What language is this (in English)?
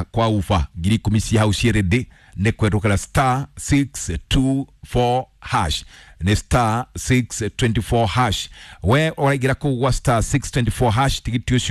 Kikuyu